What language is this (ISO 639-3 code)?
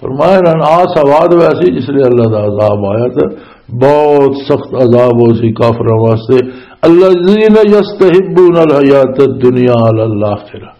lah